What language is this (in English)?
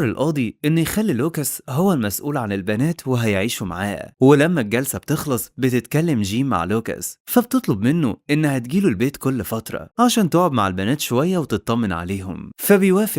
Egyptian Arabic